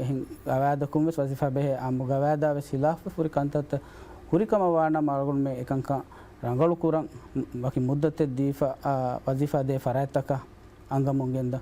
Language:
Divehi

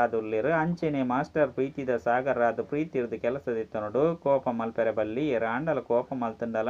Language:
Tulu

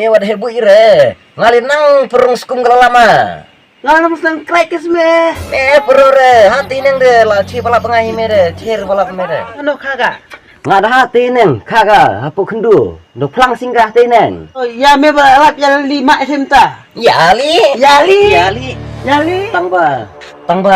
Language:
Khasi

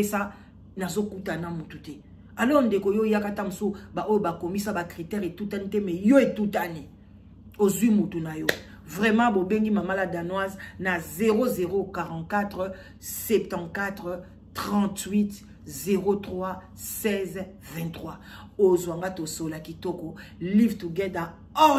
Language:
Lingala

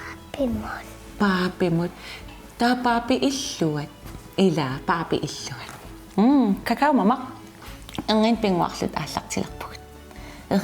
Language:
Kalaallisut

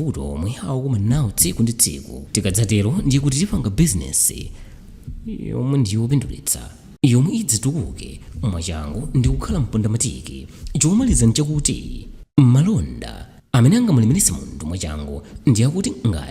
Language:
Nyanja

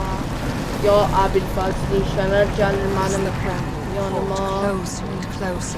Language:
South Azerbaijani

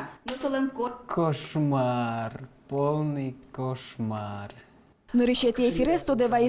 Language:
Udmurt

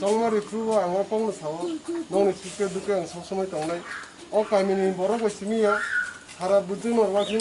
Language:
Kok Borok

